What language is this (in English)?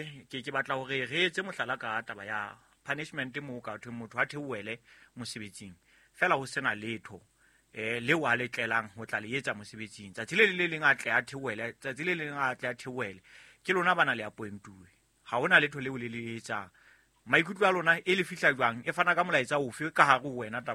Southern Sotho